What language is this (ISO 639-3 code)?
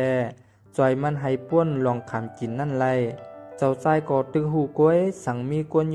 shn